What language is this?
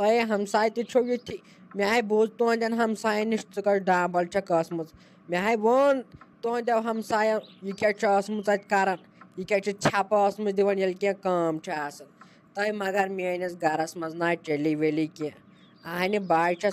Kashmiri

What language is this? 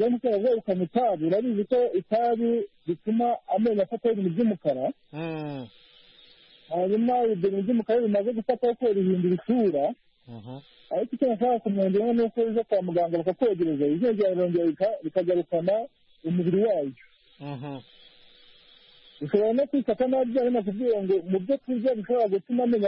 Kinyarwanda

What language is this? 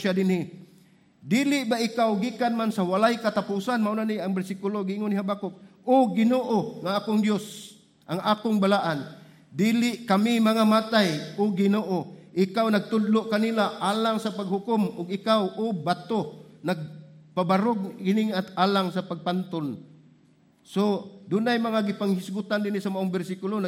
Cebuano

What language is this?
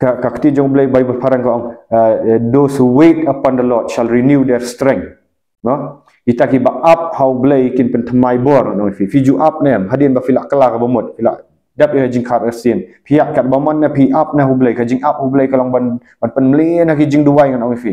Khasi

